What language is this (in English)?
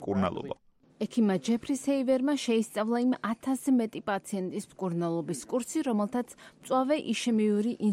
Georgian